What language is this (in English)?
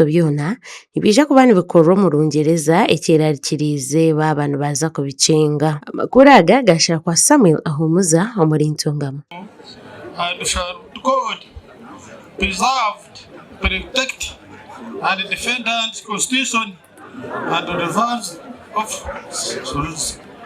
Nyankole